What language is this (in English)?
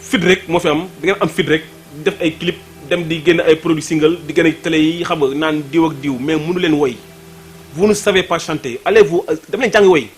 Wolof